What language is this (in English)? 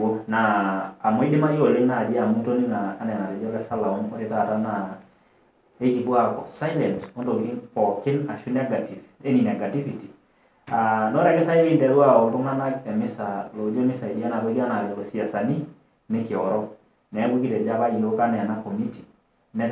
Masai